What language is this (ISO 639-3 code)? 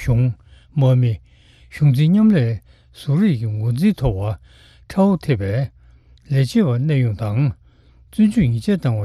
bod